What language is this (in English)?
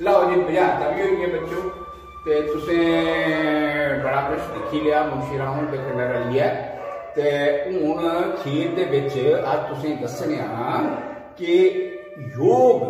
Dogri